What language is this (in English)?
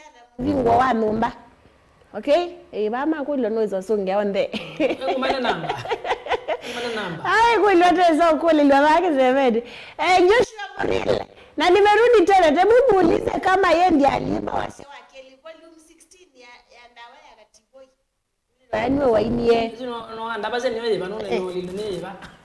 Kamba